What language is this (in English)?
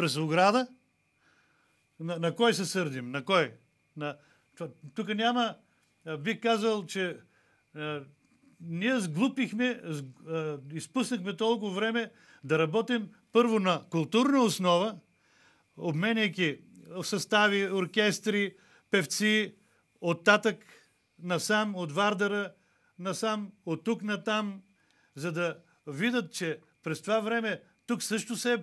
Bulgarian